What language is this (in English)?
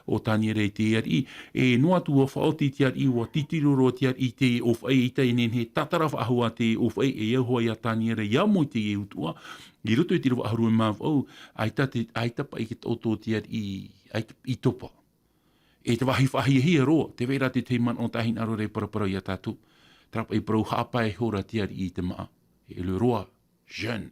Tahitian